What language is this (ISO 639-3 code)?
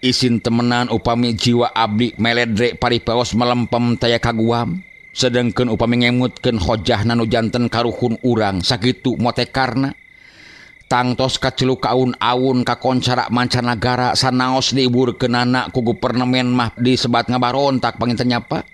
sun